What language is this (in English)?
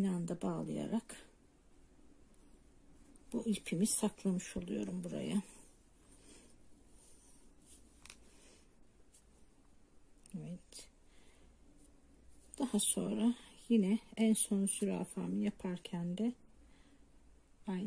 Turkish